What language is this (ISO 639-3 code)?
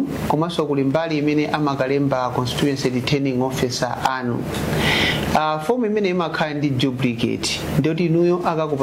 nya